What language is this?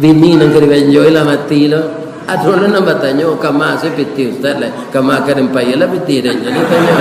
Minangkabau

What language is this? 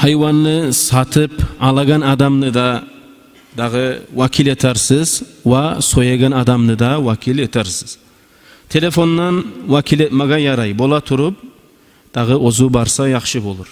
Kumyk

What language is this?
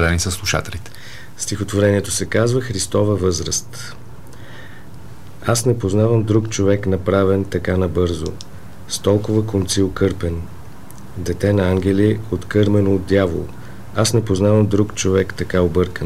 Bulgarian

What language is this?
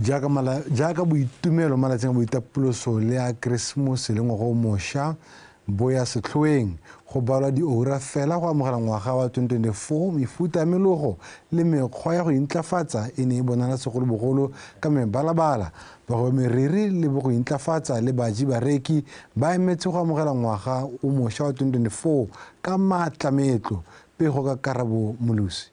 Tswana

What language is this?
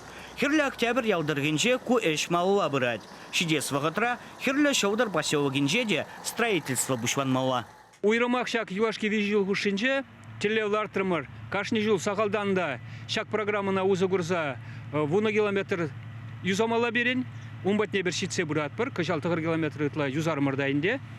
Chuvash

